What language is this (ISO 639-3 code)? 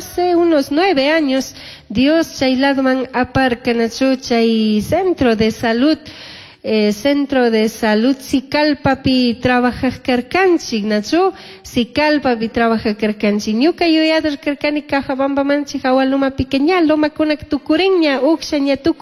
qug